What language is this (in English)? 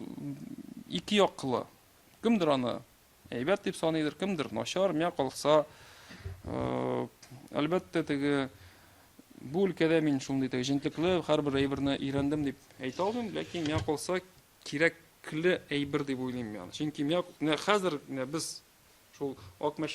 Tatar